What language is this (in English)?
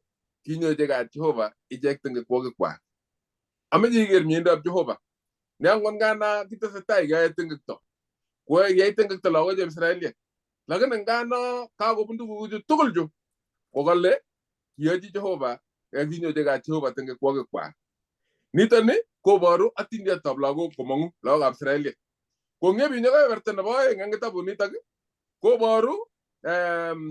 Kalenjin